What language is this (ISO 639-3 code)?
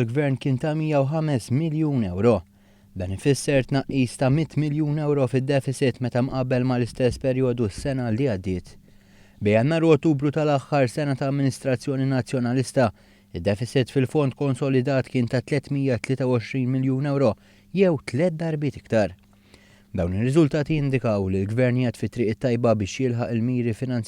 mlt